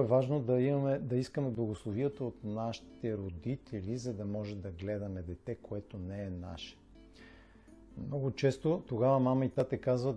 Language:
Bulgarian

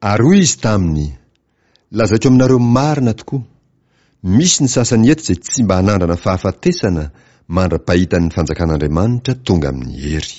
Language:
Malagasy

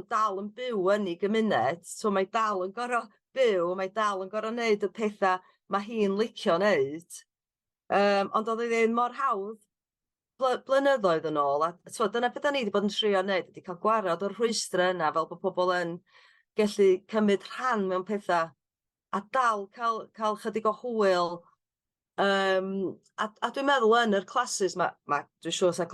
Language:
Welsh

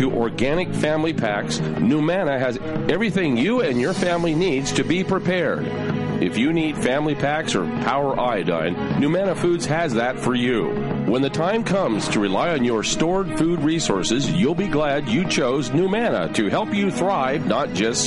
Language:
English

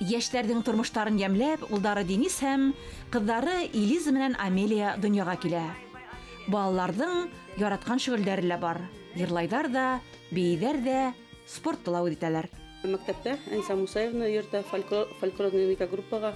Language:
Bashkir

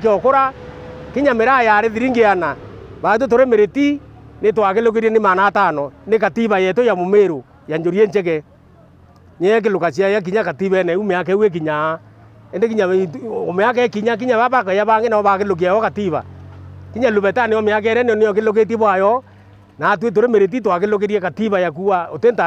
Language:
Meru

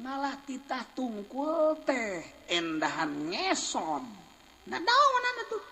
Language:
Sundanese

